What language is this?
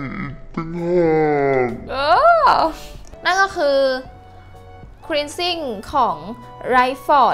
Thai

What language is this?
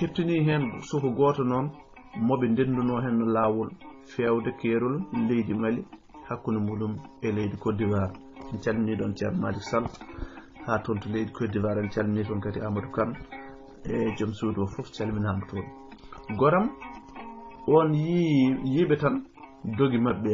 Fula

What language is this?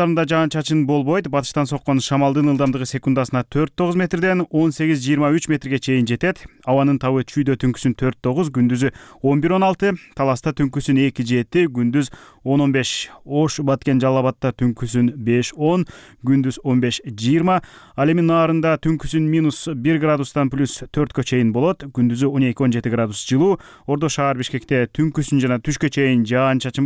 Kyrgyz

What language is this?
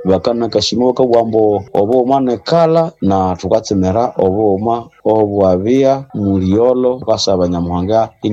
Nande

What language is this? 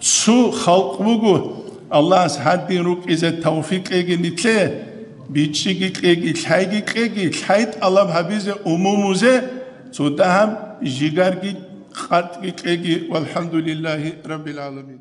Avaric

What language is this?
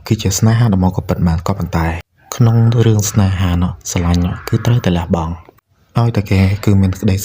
Khmer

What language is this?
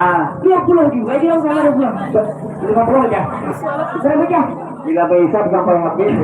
Banjar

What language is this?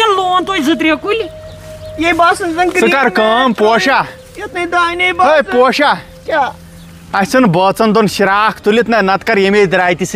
Kashmiri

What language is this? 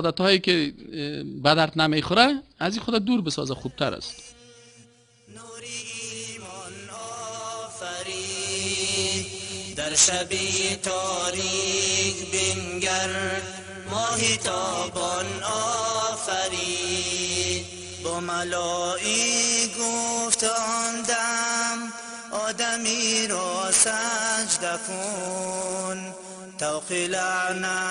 Persian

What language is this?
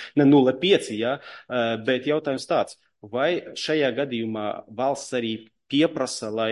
Latvian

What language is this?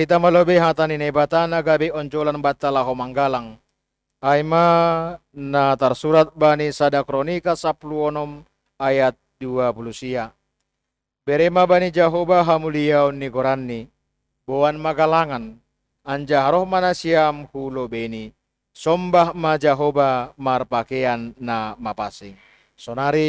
Batak Simalungun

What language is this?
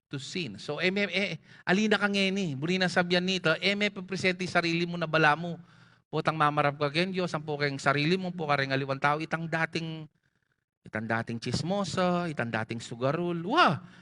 Pampanga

